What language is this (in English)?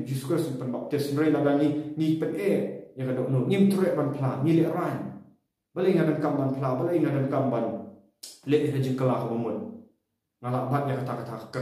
Khasi